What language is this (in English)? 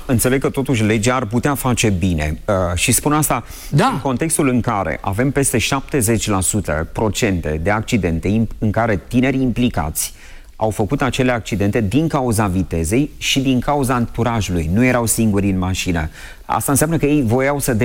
Romanian